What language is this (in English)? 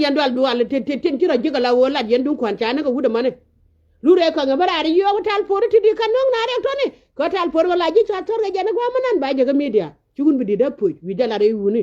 Nuer